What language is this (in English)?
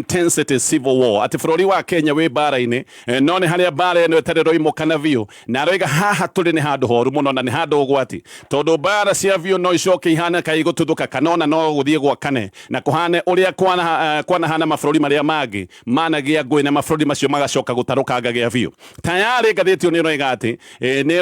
Kikuyu